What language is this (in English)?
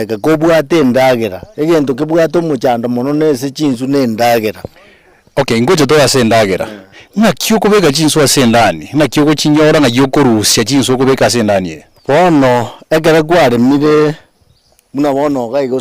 Gusii